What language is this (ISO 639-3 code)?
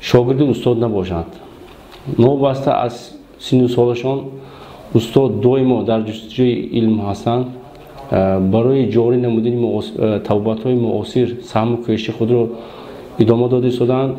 tgk